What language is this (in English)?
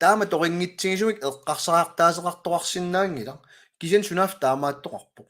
Kalaallisut